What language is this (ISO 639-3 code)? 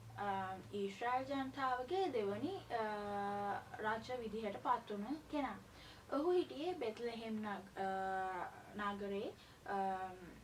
sin